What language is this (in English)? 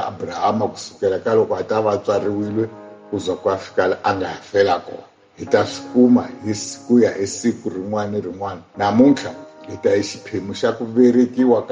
Tsonga